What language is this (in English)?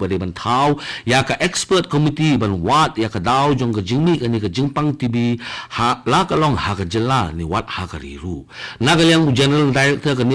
Khasi